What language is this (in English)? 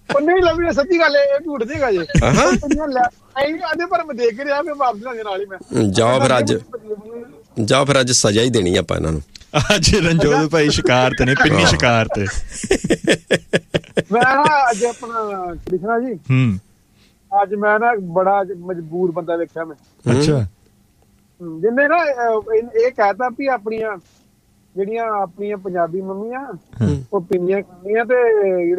Punjabi